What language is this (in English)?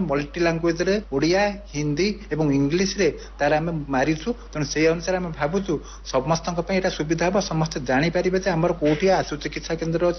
Odia